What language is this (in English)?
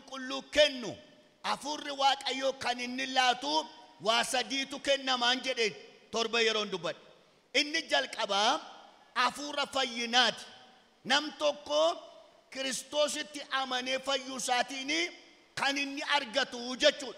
Oromo